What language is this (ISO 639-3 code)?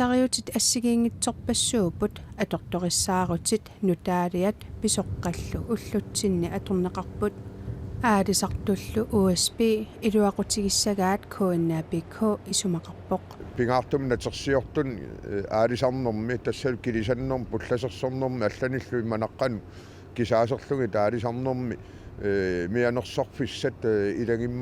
kal